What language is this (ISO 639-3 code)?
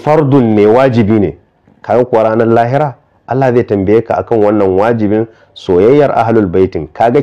hau